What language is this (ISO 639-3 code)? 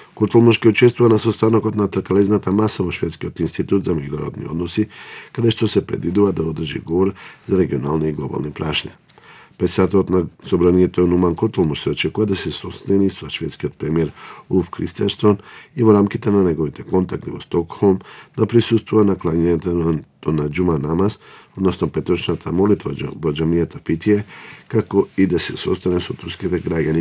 mkd